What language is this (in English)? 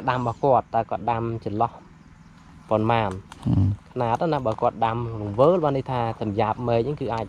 Khmer